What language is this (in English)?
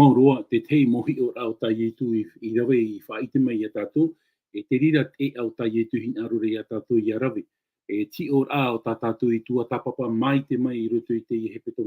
Tahitian